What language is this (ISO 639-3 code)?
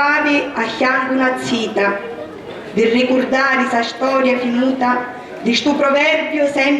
scn